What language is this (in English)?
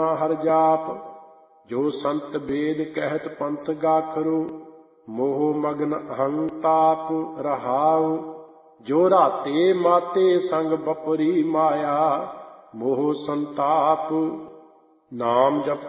Punjabi